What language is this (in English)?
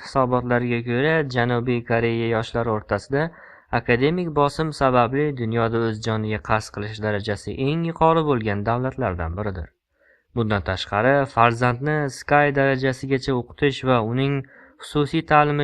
Uzbek